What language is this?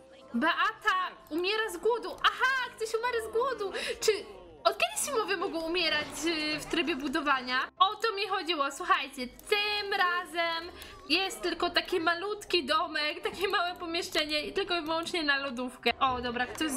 Polish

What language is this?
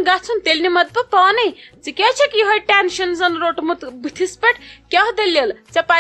Kashmiri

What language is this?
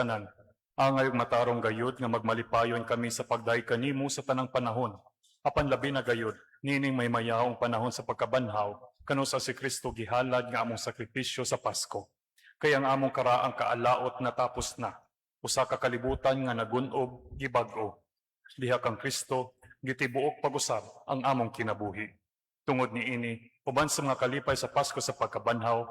Cebuano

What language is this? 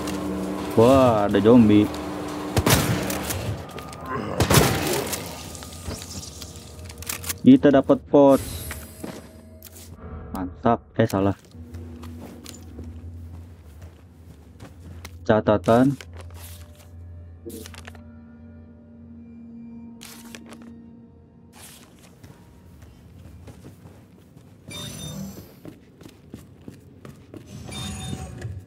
Indonesian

